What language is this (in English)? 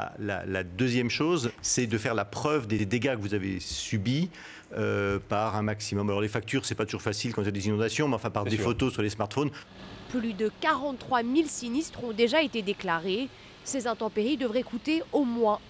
French